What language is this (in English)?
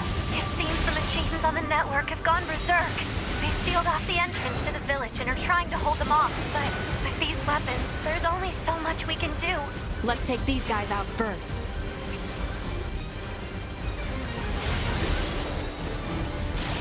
English